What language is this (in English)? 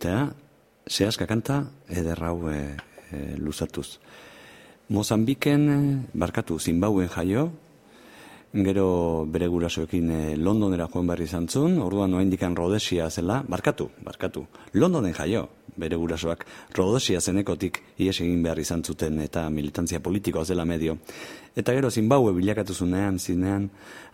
Basque